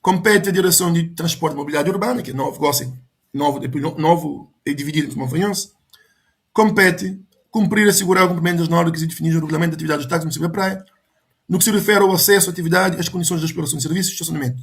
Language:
Kabuverdianu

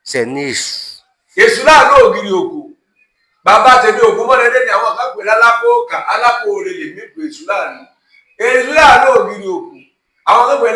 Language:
Yoruba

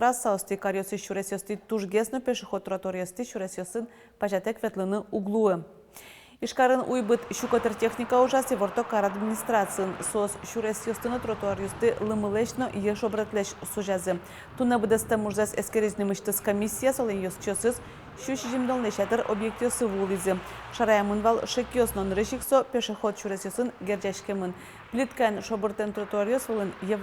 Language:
Udmurt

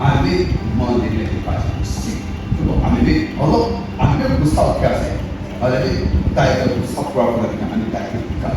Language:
Chokri Naga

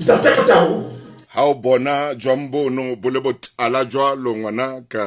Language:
Southern Sotho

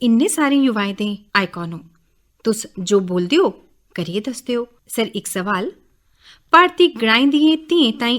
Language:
Dogri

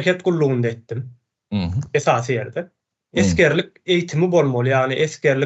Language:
Turkmen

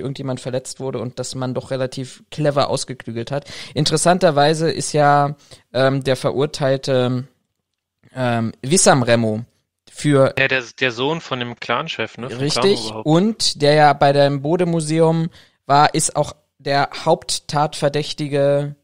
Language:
German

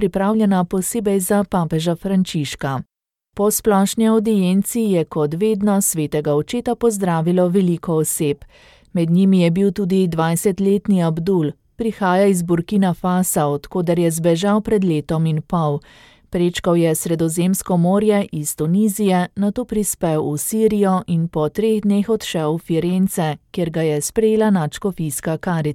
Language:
Slovenian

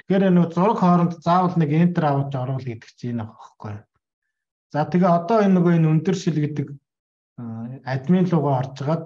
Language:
Mongolian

